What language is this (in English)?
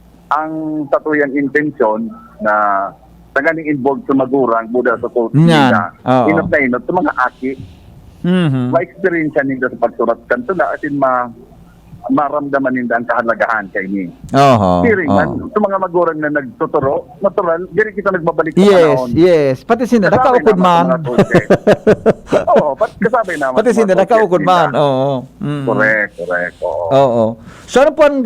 Bikol